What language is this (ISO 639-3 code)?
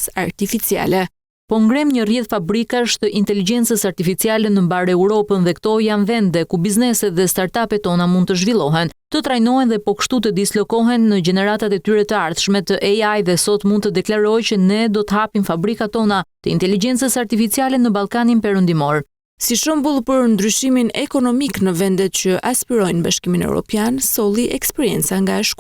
sqi